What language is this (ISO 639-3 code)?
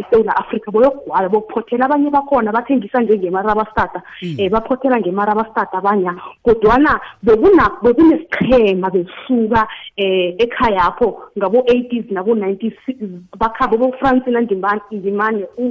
nbl